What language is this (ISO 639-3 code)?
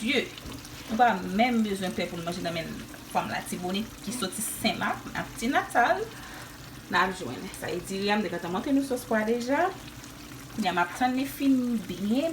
hat